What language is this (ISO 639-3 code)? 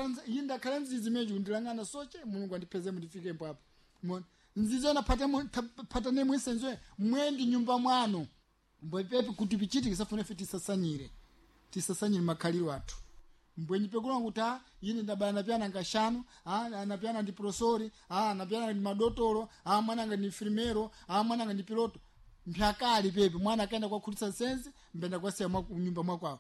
seh